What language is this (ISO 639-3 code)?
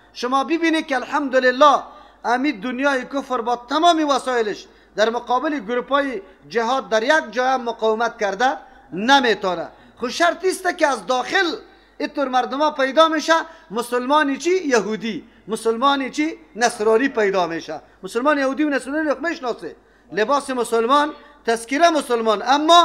fas